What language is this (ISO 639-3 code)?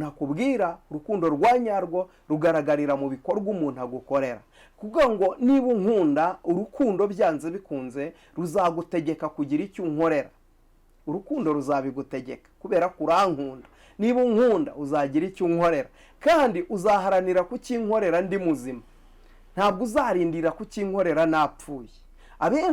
kin